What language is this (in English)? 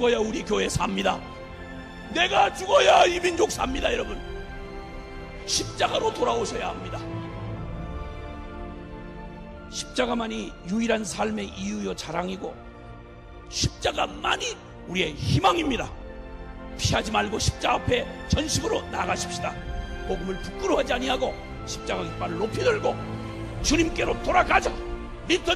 Korean